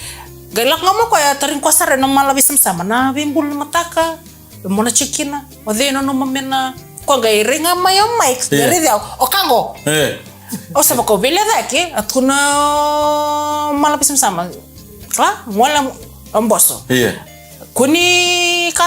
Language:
Fijian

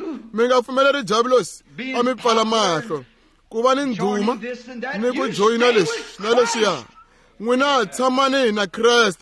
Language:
Tsonga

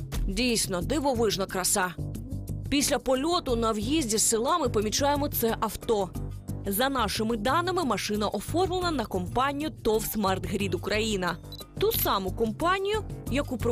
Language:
Ukrainian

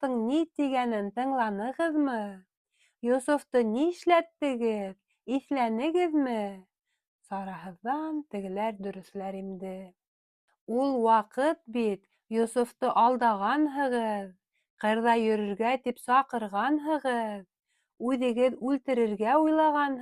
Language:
Bashkir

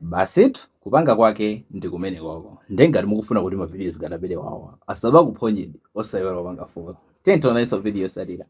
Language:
Nyanja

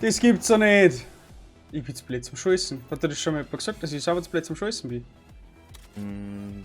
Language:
Bavarian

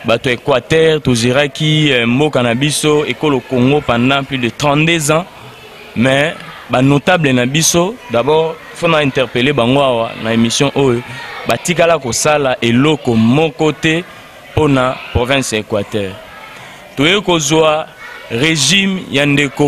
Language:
Lingala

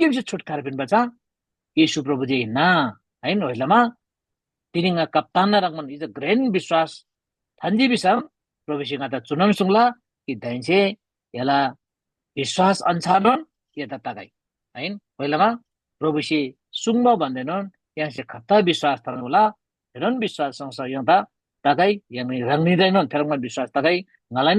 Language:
Eastern Tamang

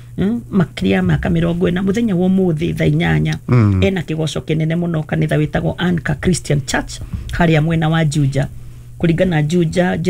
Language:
Kikuyu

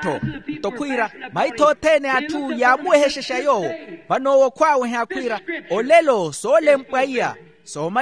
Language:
Makhuwa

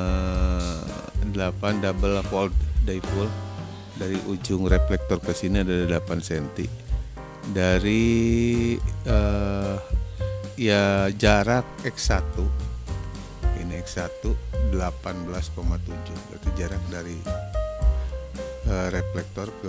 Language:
Indonesian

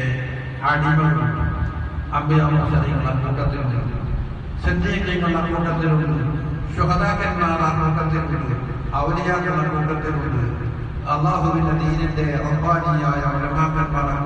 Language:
Malayalam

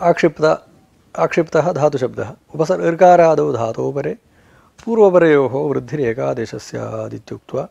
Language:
Sanskrit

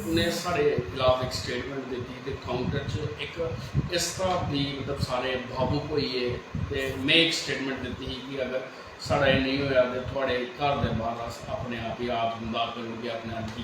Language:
Dogri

